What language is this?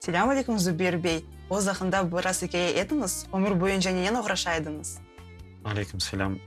Crimean Tatar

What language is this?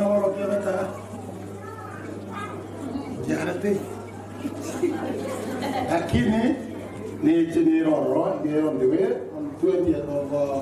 Swahili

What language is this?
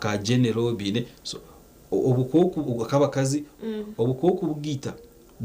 Nyankole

